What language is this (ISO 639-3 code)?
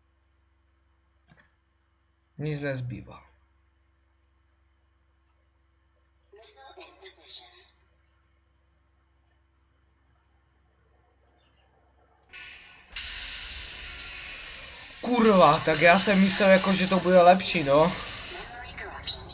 ces